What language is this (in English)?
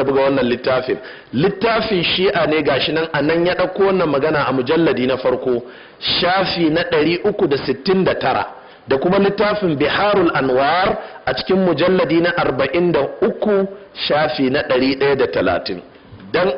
Hausa